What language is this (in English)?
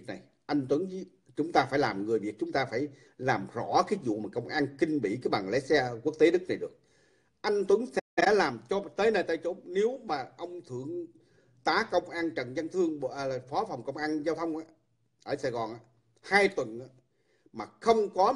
Vietnamese